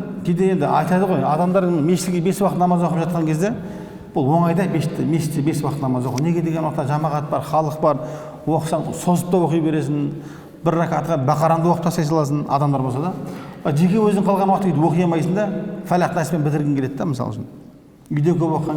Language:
Kazakh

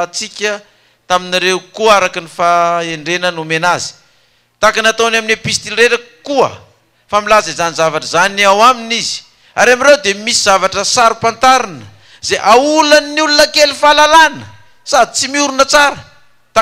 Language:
Malagasy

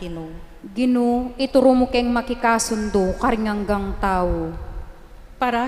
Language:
Pampanga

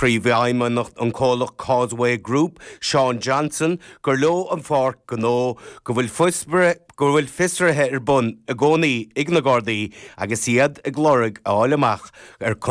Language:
Irish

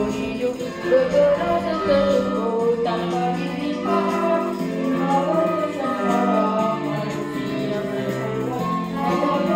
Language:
Malay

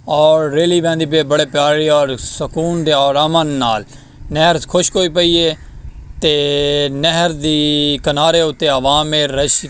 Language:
Saraiki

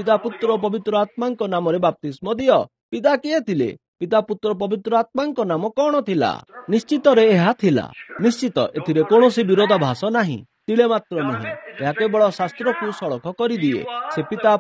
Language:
Odia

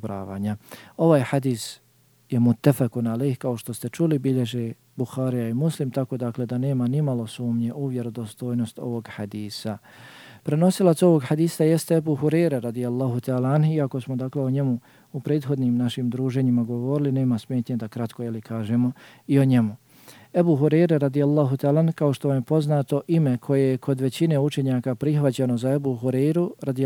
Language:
Bosnian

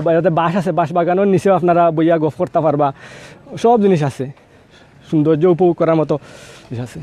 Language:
Sylheti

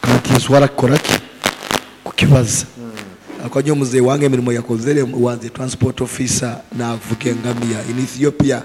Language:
Nyoro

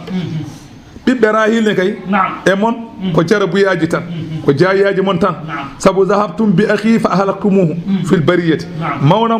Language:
Fula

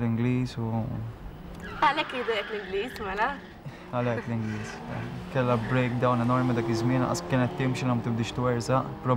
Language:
Maltese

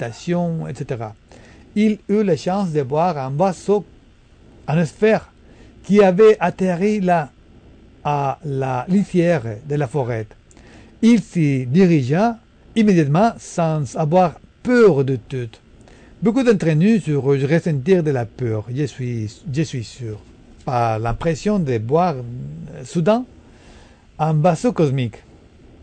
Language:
French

